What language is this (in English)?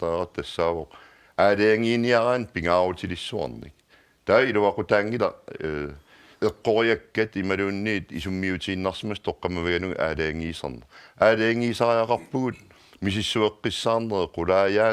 Kalaallisut